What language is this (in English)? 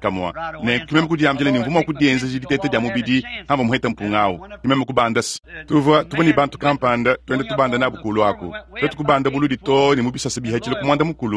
Luba-Lulua